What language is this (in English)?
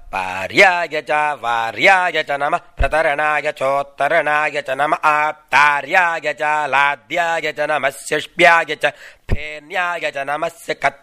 Sanskrit